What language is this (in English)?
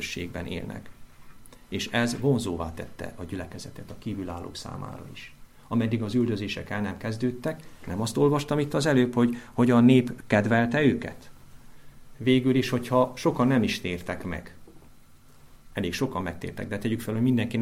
Hungarian